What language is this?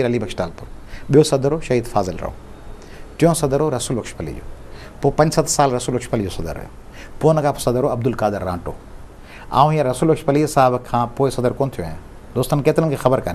Sindhi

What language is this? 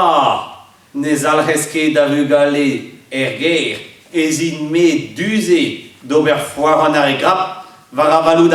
Breton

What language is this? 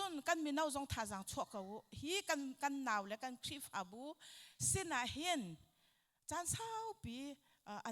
Hakha Chin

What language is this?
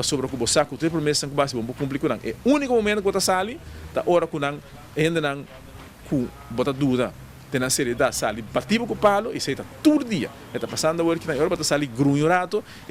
Papiamento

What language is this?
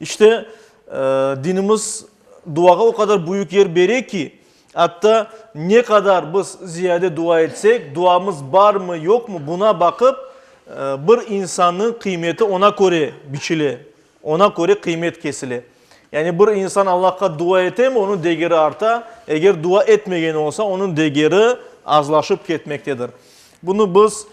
Crimean Tatar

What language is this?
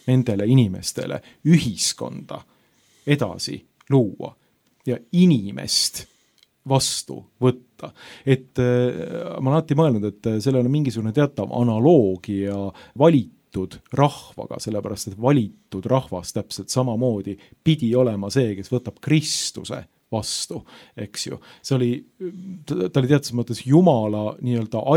Estonian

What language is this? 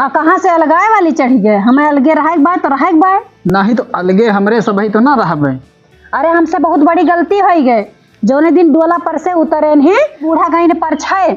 Awadhi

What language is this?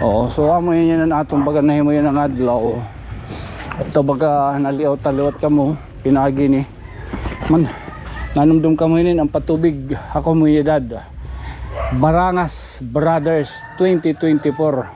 Waray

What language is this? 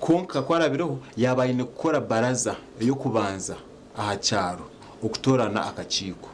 Nyankole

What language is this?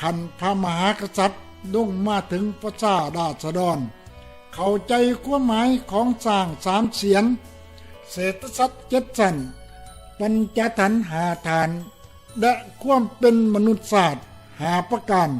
Lao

